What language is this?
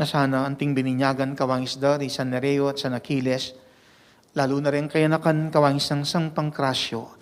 Pampanga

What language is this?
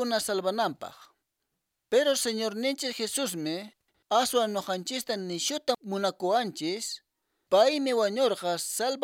Quechua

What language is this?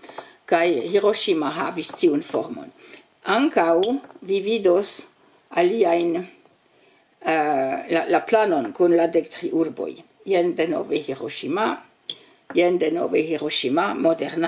Esperanto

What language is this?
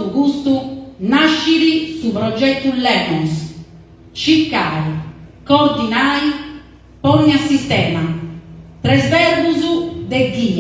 Sardinian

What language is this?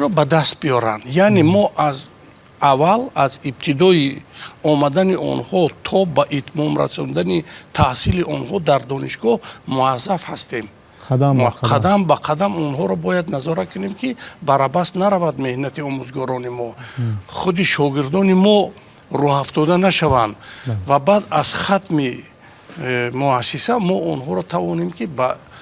Tajik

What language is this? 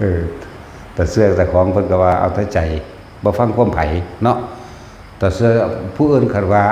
Northeastern Thai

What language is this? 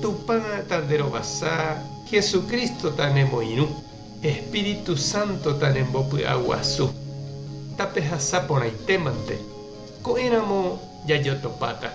Guarani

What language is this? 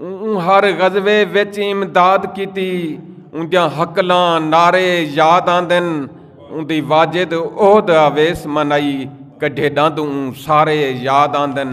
Saraiki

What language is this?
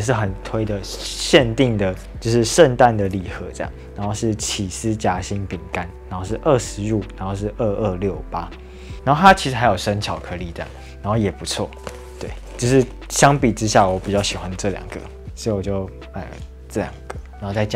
Chinese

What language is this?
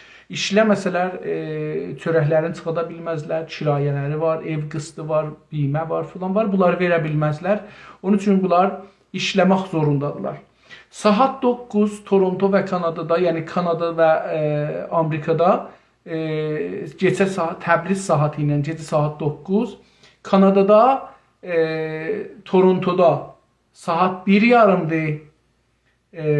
South Azerbaijani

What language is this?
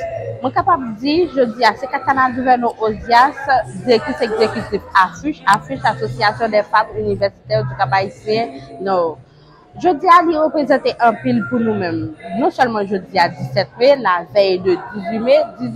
Haitian Creole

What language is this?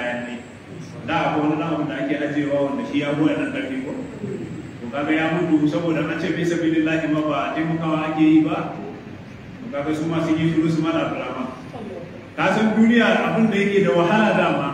Hausa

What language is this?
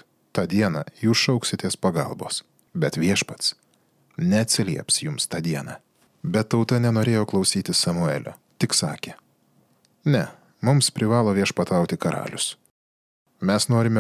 Lithuanian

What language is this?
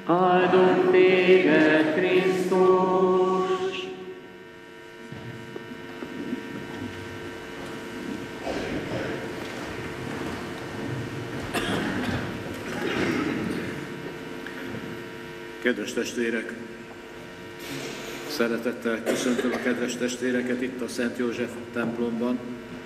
Hungarian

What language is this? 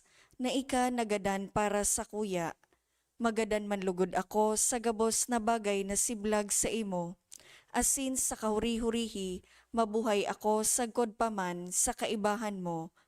Bikol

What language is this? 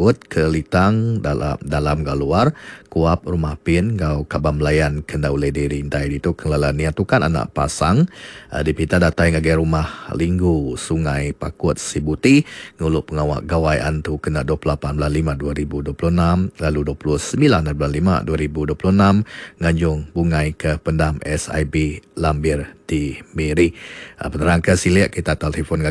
Iban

